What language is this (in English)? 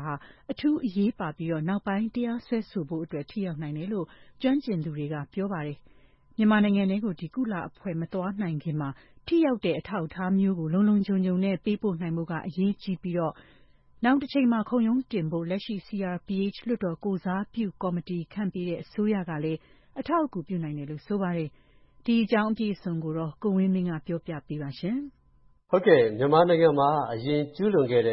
Burmese